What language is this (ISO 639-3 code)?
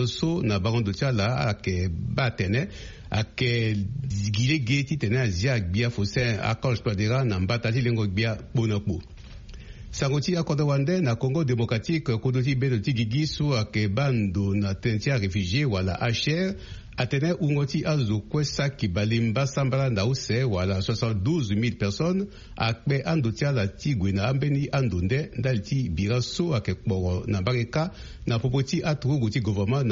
sag